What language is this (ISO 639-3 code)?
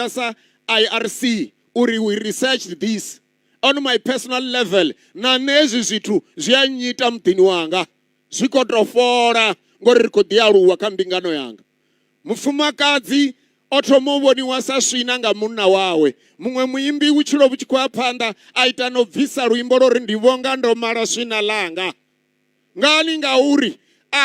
ven